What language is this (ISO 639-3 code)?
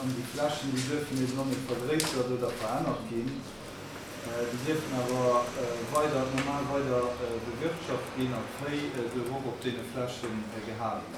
ltz